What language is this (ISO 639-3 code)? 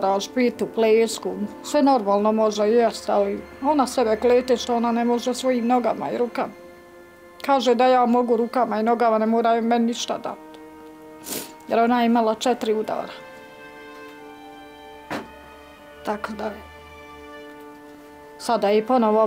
bos